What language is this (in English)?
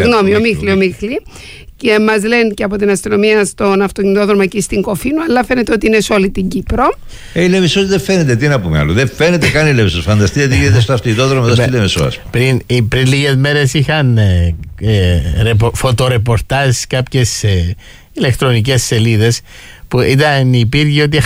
Greek